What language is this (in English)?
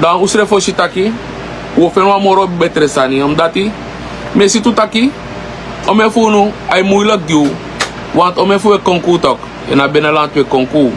Sranan Tongo